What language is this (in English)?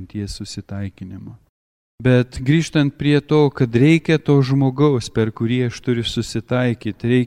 Lithuanian